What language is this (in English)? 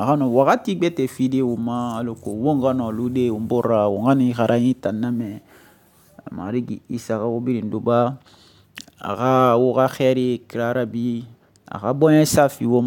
Susu